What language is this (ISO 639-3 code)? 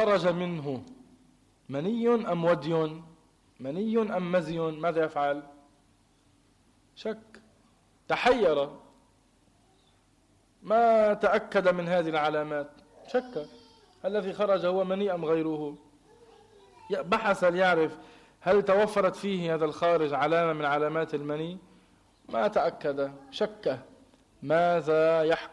ara